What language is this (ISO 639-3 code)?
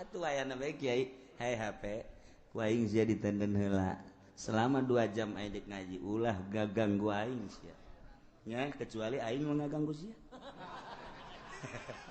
sun